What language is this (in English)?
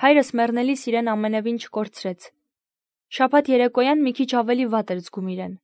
Armenian